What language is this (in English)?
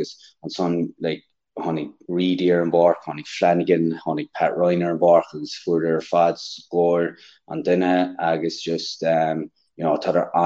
Irish